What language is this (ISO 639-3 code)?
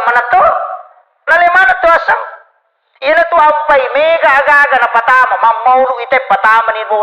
bug